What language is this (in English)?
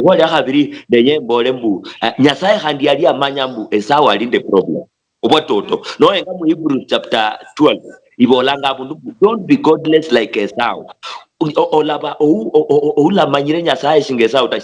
Luyia